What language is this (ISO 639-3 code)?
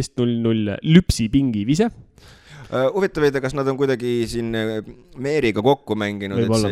est